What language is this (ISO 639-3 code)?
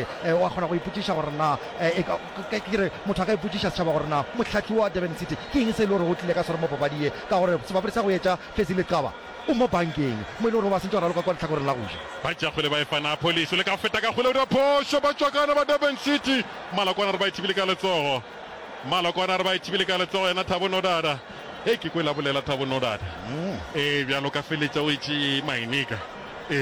nso